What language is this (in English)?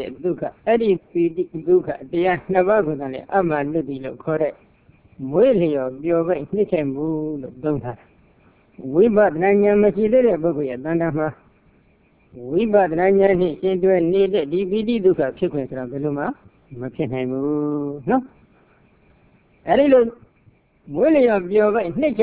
Burmese